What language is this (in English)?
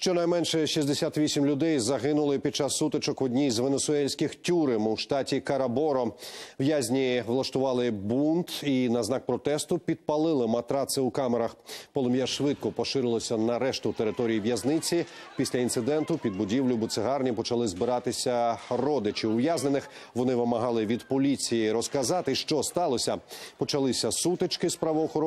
Ukrainian